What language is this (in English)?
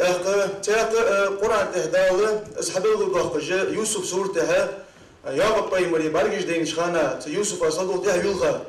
Ingush